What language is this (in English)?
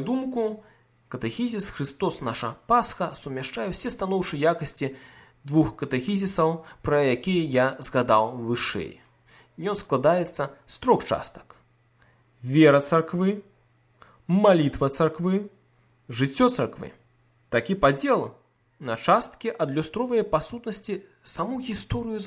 Belarusian